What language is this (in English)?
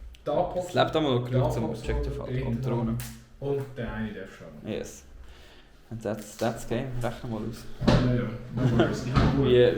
Swiss German